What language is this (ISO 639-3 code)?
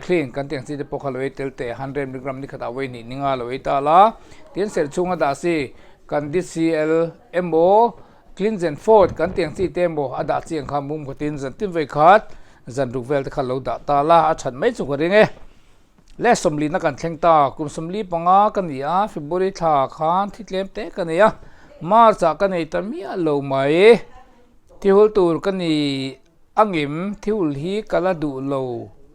lus